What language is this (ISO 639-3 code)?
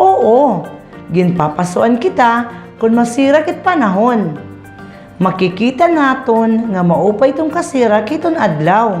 war